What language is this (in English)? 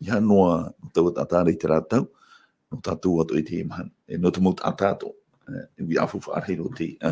Tahitian